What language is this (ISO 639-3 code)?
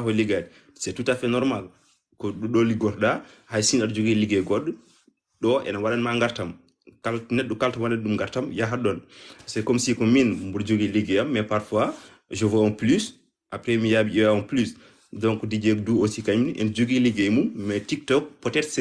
ful